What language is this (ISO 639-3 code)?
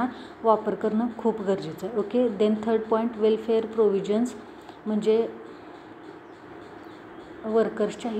mar